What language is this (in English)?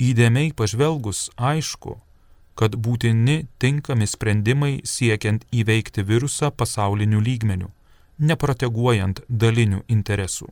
Lithuanian